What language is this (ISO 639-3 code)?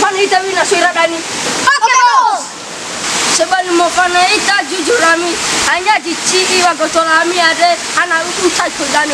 nia